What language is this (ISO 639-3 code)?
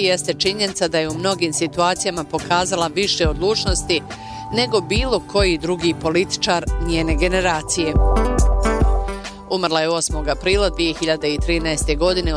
bos